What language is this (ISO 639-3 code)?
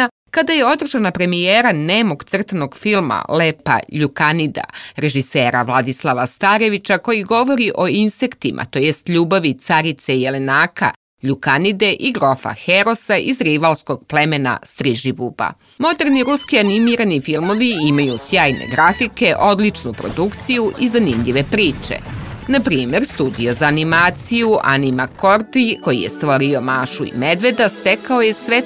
srp